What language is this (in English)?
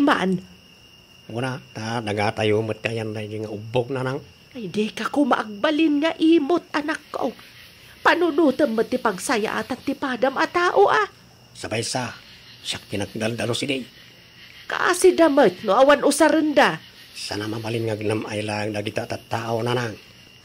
Iloko